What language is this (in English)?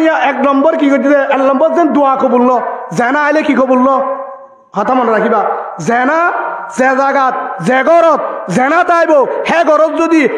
Rohingya